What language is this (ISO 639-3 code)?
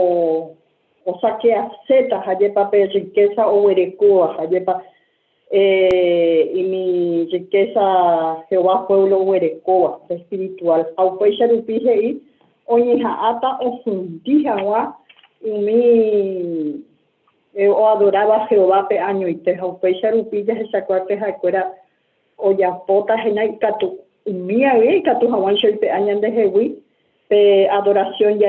grn